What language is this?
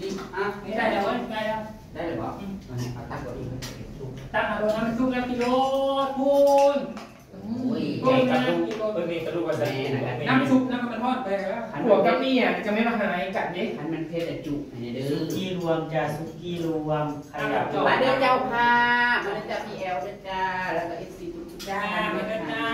Northeastern Thai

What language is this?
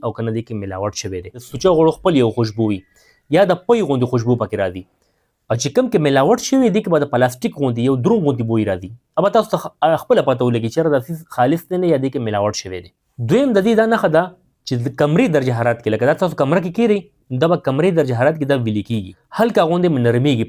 Pashto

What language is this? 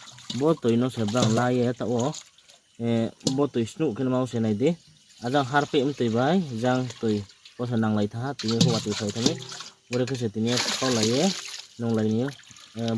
Riang (India)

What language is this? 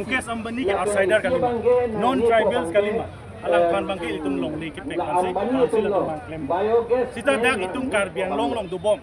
Karbi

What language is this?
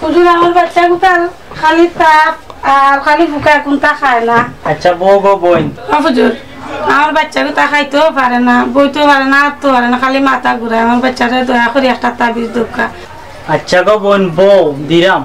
Sylheti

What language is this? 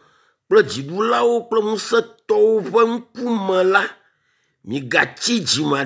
Ewe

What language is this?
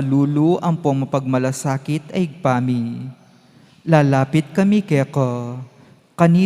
Pampanga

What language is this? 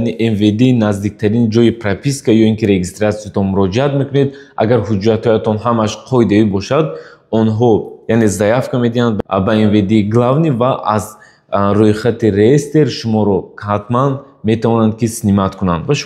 Tajik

